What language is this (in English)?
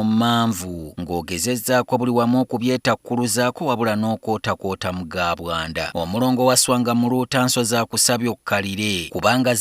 Ganda